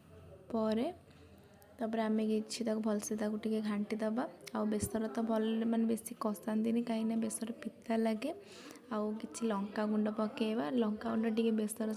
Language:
Odia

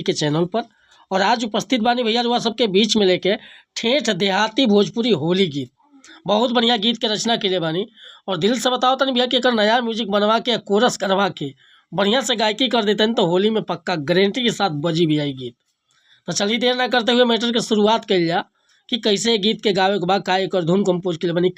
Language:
Bhojpuri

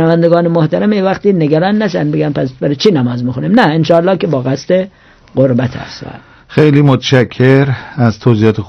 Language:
Persian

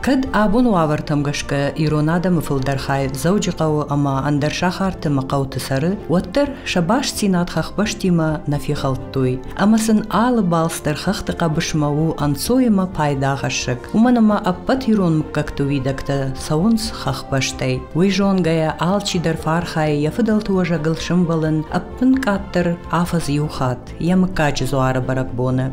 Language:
Ossetic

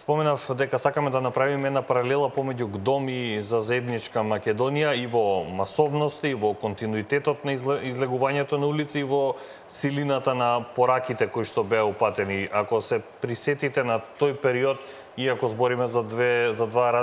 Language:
Macedonian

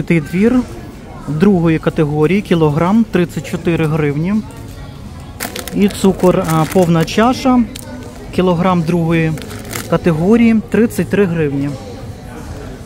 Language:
Ukrainian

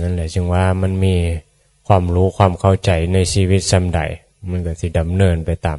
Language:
Northeastern Thai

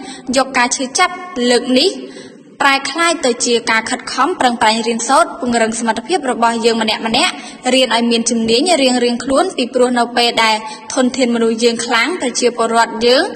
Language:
Khmer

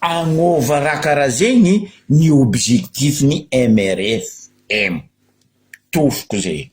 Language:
Malagasy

